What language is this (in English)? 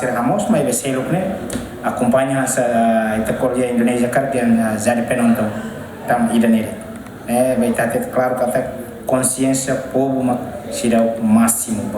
Tetum